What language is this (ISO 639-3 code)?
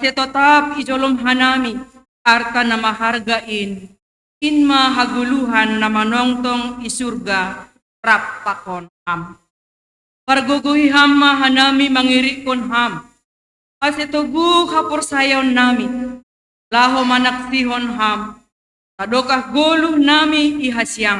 bts